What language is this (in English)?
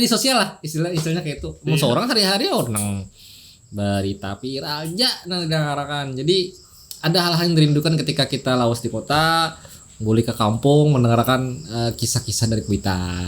Banjar